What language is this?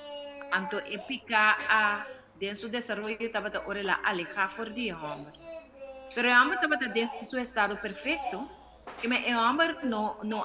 Papiamento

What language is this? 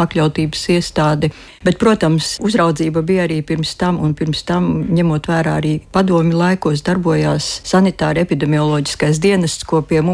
Latvian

